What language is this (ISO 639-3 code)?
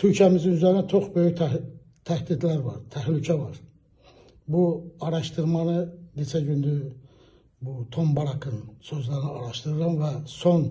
aze